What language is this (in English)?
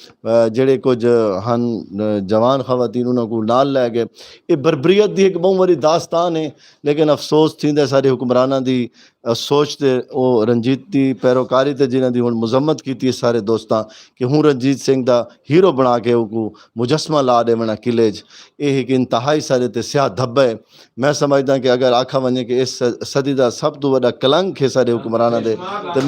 Saraiki